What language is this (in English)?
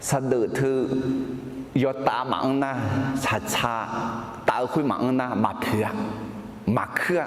Akha